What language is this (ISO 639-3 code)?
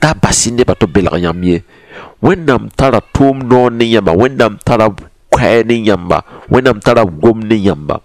mos